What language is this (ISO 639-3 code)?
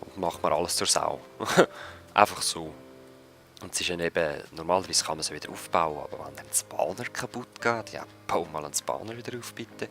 gsw